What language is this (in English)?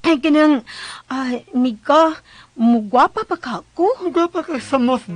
Cebuano